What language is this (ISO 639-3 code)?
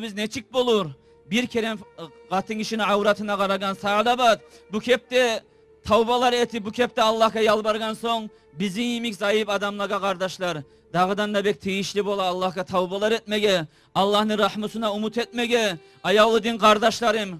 kum